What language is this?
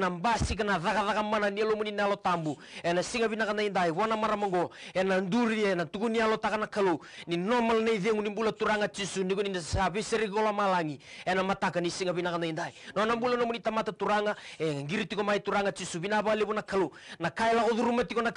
Fijian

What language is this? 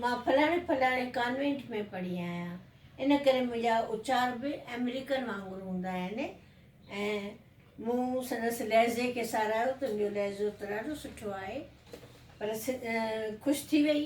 Sindhi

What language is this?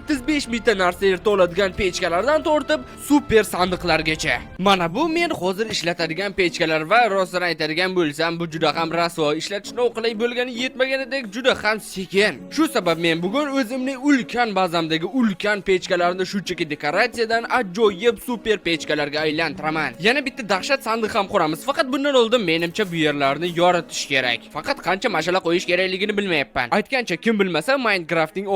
Uzbek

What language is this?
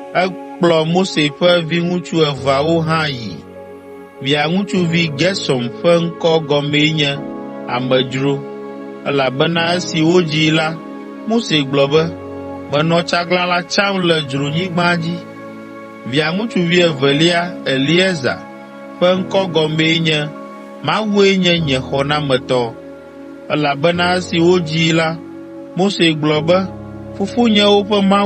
Ewe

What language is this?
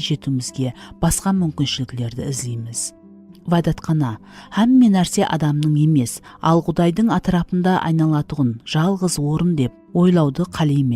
Kara-Kalpak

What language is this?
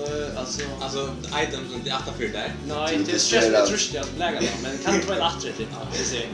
Faroese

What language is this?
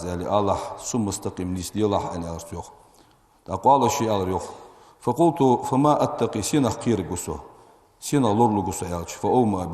Ingush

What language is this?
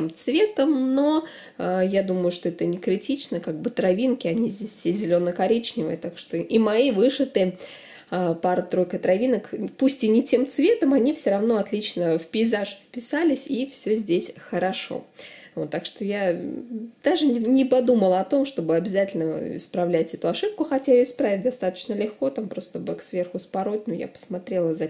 Russian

